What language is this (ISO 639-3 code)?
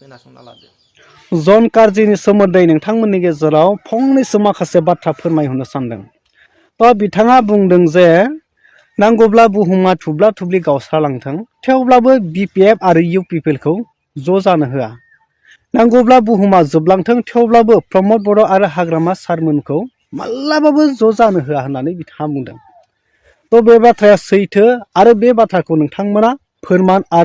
brx